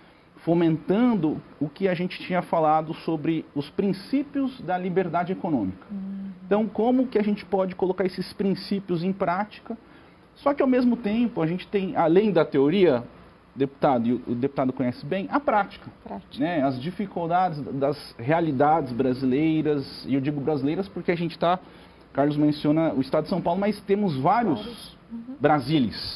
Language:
Portuguese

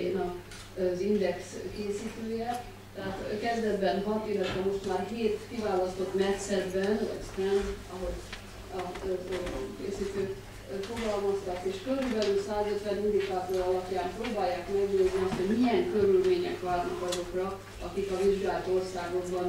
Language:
Hungarian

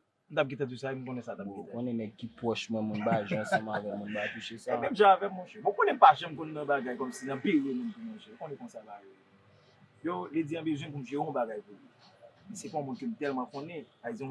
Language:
Haitian Creole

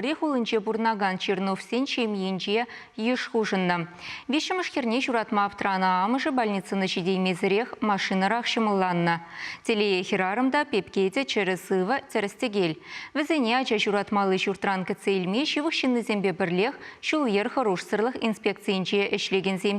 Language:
Chuvash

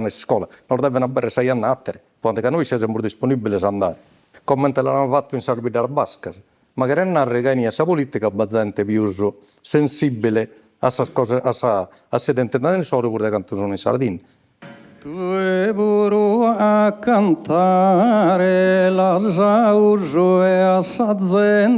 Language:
Sardinian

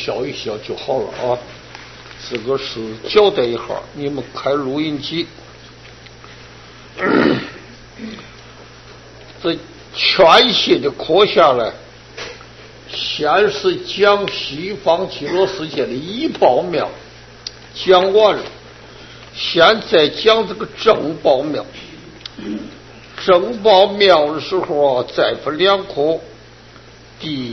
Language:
Chinese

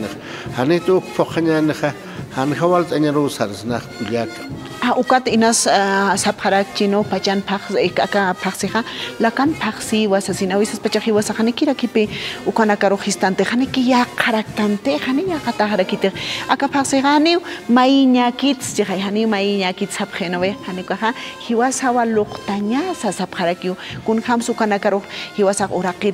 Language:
Aymara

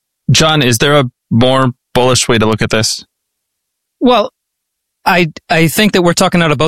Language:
English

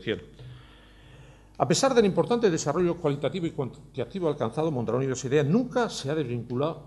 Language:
Spanish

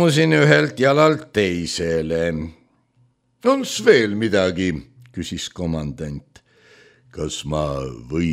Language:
Estonian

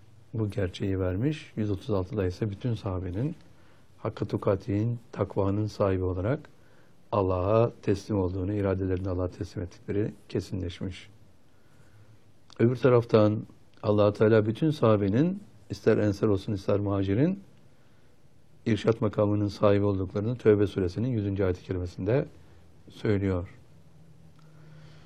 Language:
Turkish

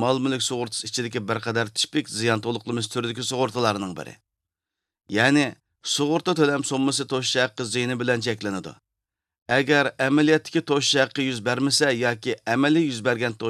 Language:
Uyghur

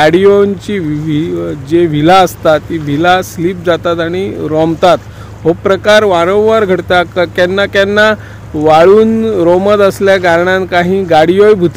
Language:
Konkani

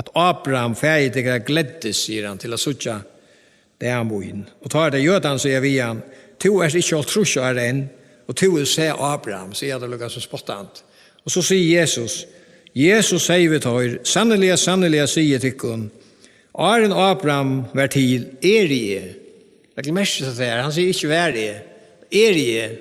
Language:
Faroese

